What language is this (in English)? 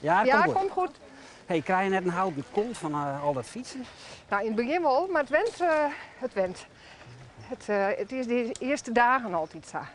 Western Frisian